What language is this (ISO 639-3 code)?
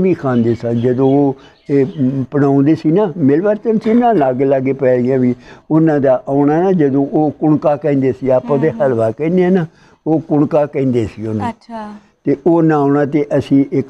pan